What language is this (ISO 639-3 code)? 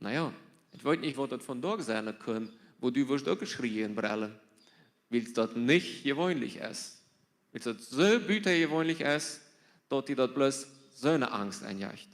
pdt